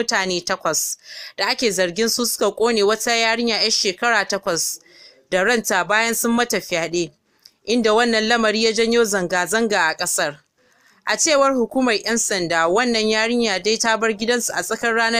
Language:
Hausa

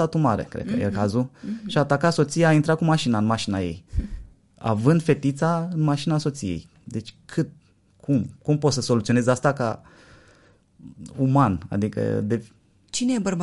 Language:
Romanian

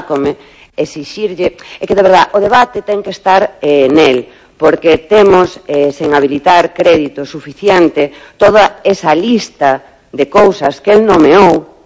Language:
Galician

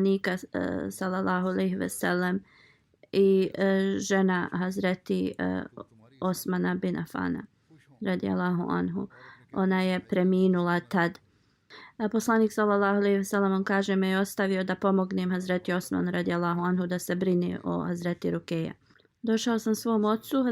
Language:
Bosnian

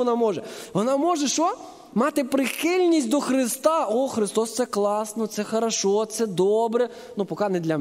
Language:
Ukrainian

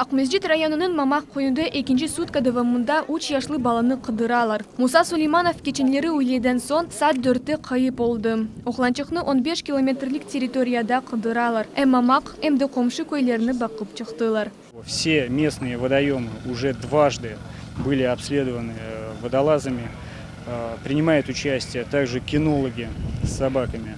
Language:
Crimean Tatar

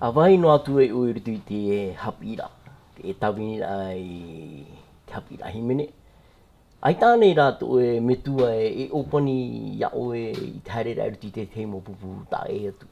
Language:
Tahitian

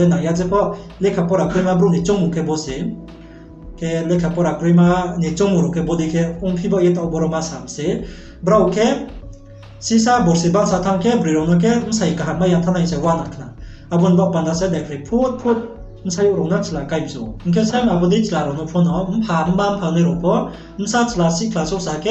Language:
Riang (India)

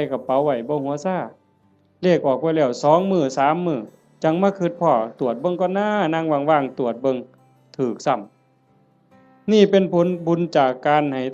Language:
Northeastern Thai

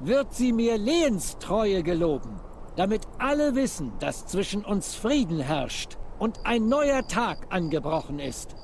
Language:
Swiss German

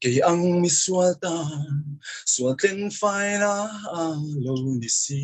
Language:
Mizo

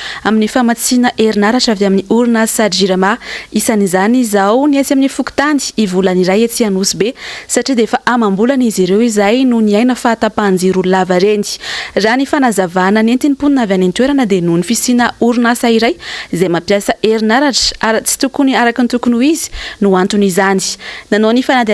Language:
Malagasy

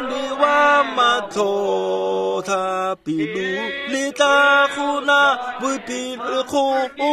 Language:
Tswana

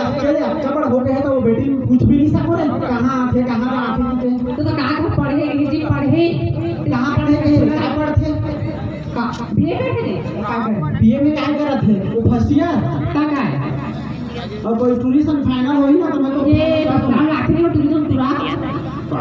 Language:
Chhattisgarhi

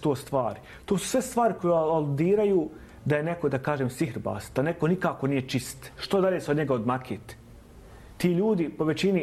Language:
Bosnian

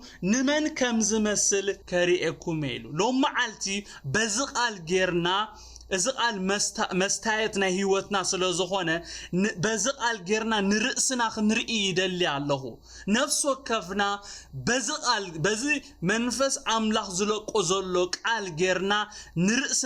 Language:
Tigrinya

